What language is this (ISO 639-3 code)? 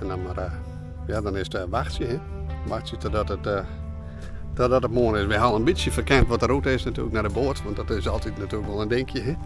fry